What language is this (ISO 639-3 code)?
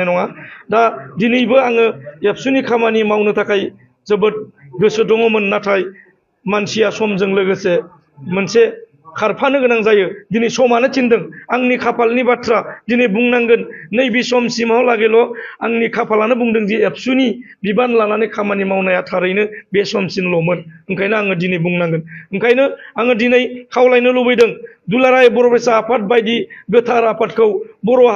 brx